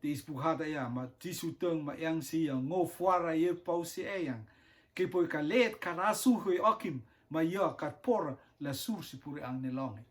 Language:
Rotuman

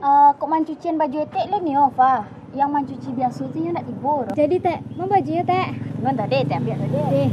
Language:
Minangkabau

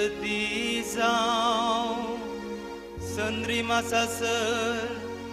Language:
Konkani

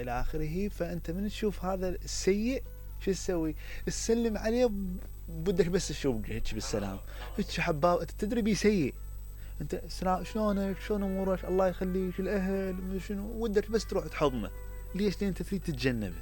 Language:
Mesopotamian Arabic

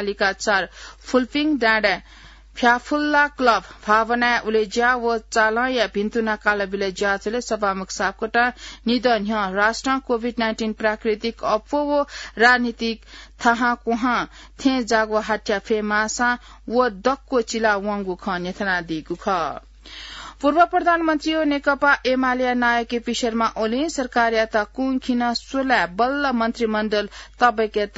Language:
Newari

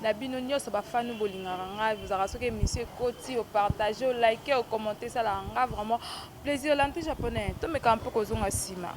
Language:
Lingala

